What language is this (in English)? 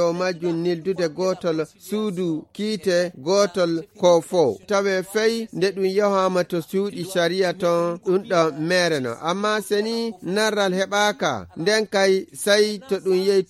Nigerian Fulfulde